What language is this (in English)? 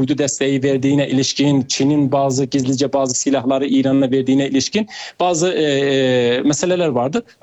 Turkish